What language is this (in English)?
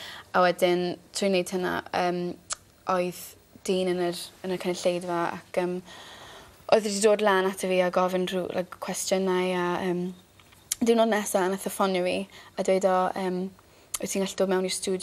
Welsh